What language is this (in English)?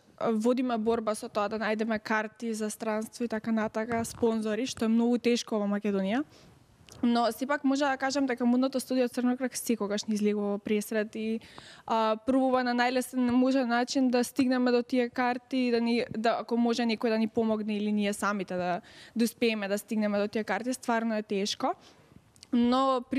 Macedonian